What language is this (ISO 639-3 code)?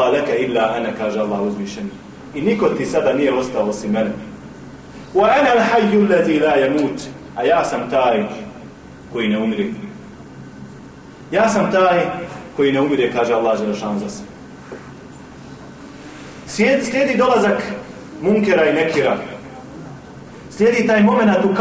bos